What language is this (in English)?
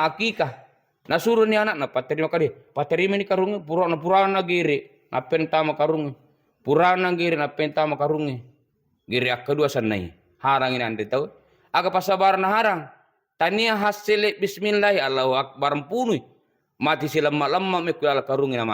Buginese